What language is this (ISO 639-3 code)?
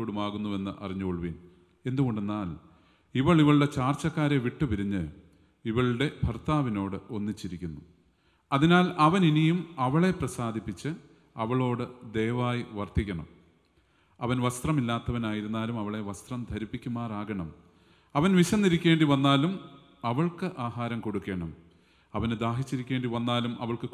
mal